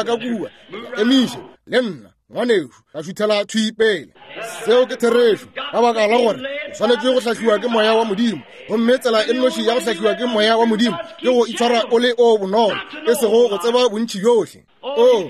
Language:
Northern Sotho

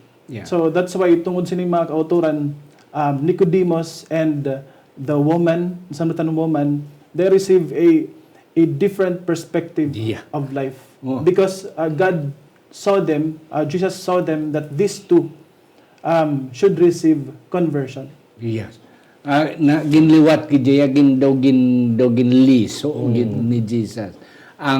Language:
Hiligaynon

